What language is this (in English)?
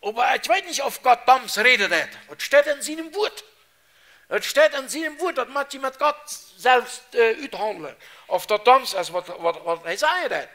Plautdietsch